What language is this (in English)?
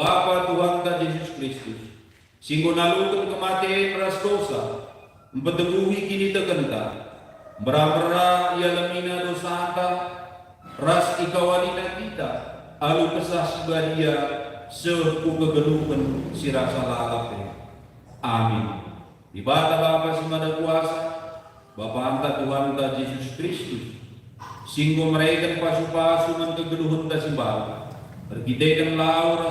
Batak Karo